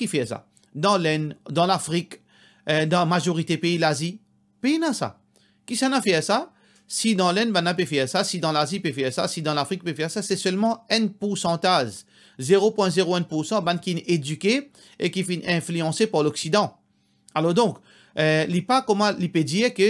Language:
Morisyen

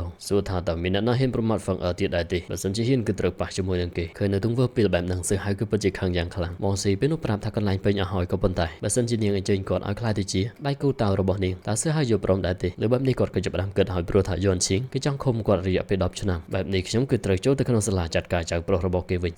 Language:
Khmer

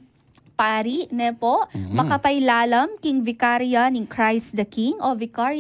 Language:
Pampanga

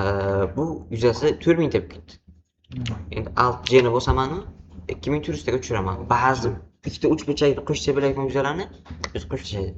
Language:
Uzbek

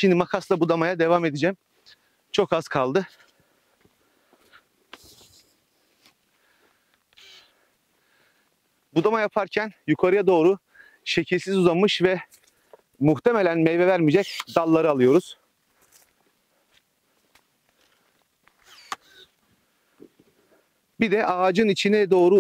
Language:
Turkish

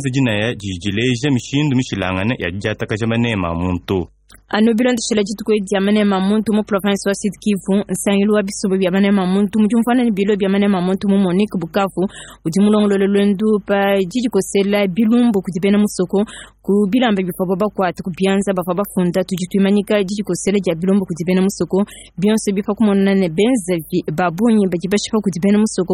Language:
Luba-Lulua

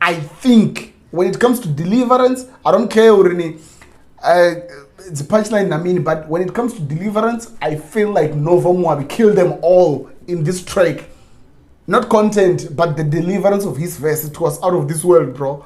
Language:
Venda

